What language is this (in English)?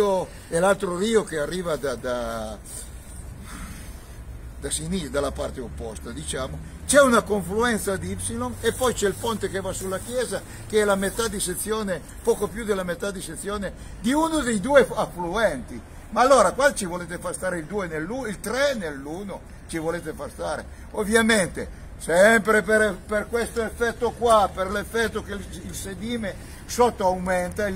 Italian